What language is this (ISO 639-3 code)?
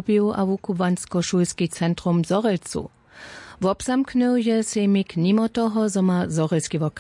hsb